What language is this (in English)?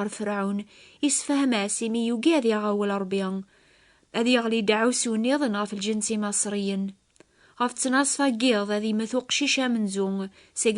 Kabyle